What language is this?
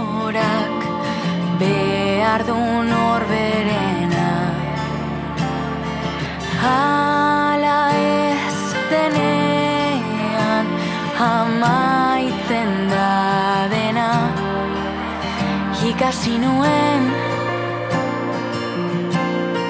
Basque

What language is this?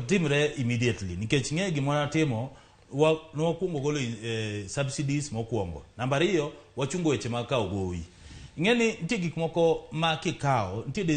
Luo (Kenya and Tanzania)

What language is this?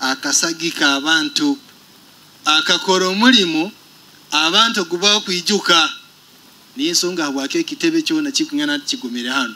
Nyoro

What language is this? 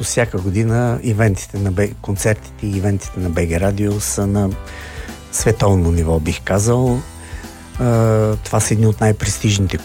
Bulgarian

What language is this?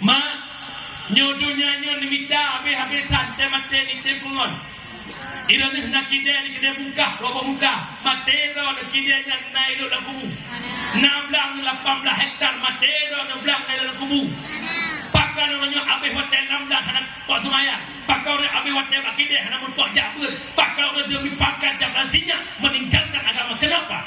Achinese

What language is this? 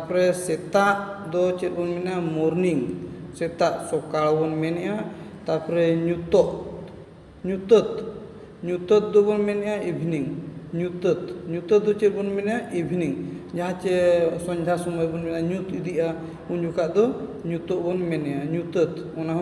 Santali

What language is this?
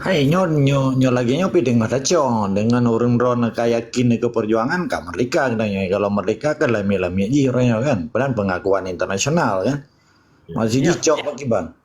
Achinese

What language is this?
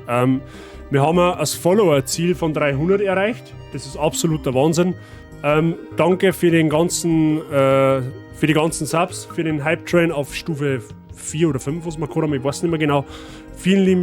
Bavarian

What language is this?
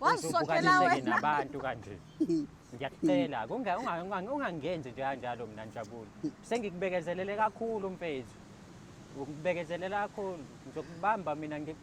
Zulu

